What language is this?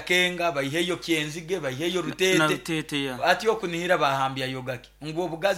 Nyoro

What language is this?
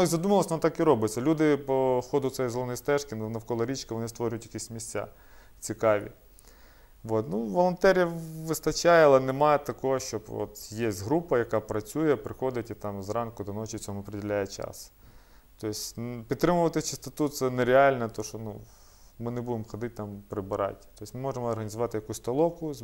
Ukrainian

